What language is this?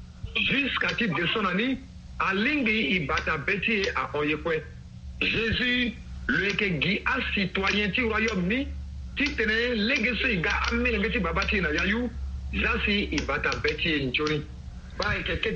Sango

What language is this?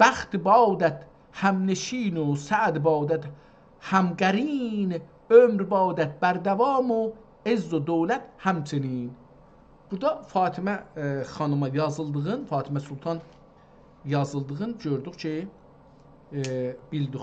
South Azerbaijani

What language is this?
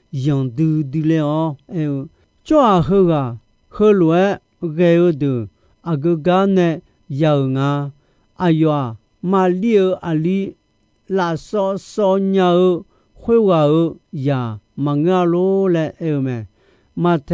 Akha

